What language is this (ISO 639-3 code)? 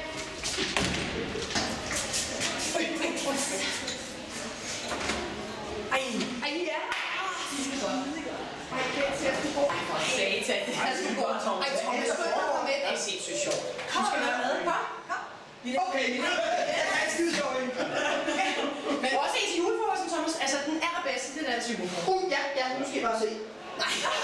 dan